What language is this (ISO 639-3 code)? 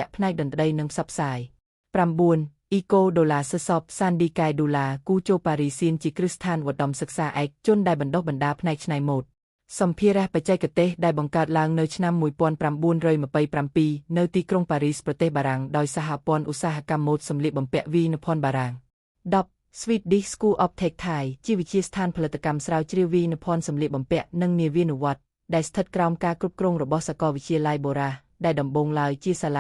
khm